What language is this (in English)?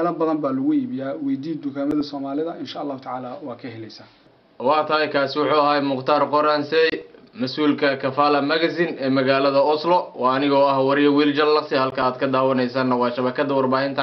Somali